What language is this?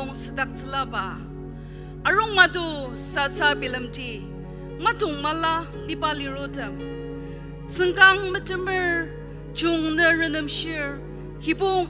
Ao Naga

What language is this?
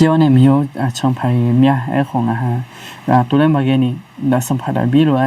Akha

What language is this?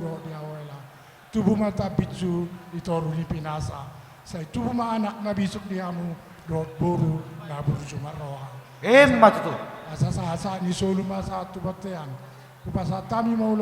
Batak Toba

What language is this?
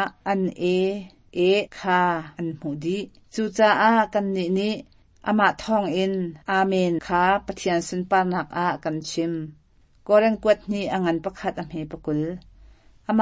Hakha Chin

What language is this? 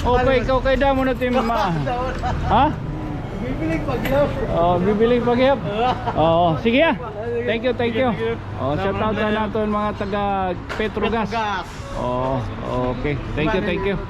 Waray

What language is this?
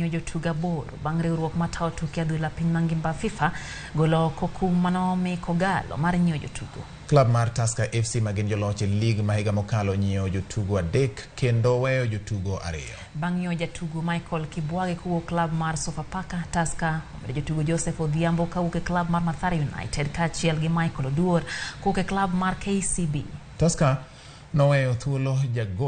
Luo (Kenya and Tanzania)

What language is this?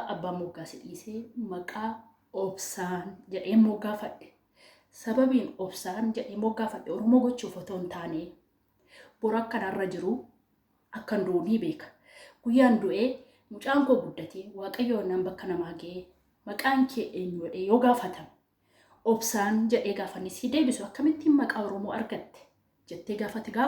Oromo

